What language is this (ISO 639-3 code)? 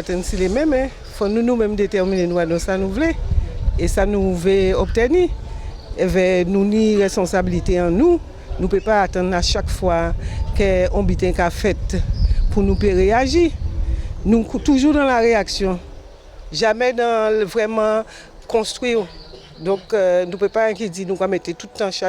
gcf